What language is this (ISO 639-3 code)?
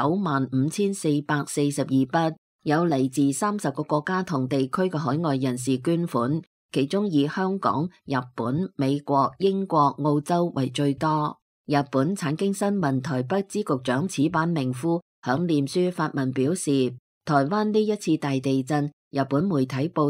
yue